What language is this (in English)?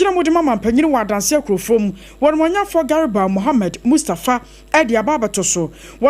Akan